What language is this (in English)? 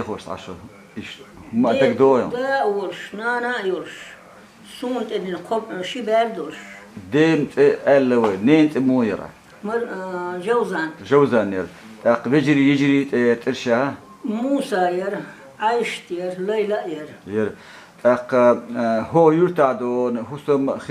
Chechen